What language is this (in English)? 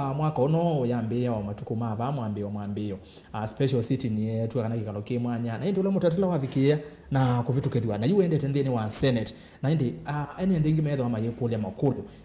Kamba